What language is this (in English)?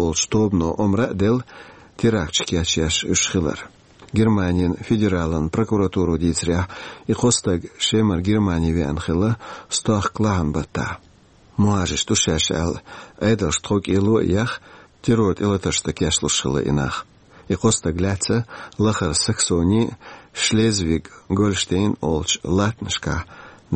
Chechen